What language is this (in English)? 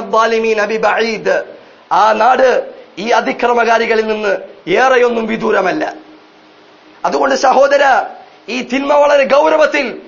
Malayalam